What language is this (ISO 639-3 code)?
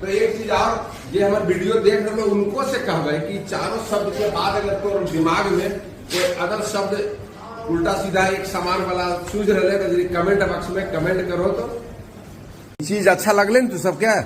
mag